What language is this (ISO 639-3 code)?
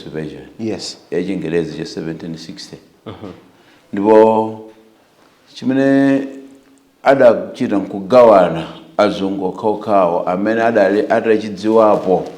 nya